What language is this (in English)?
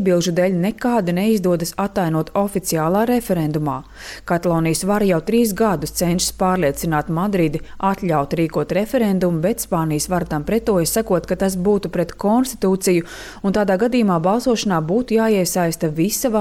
Latvian